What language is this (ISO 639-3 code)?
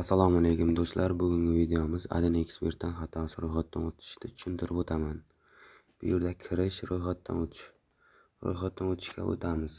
uzb